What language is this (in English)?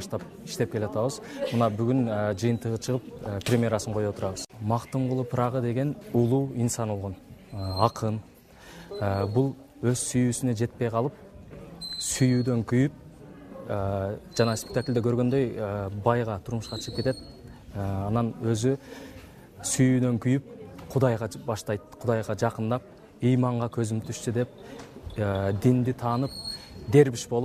Kyrgyz